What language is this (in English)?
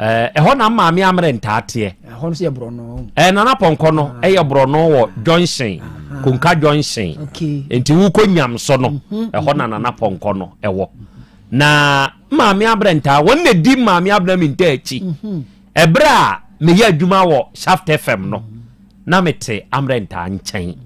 Akan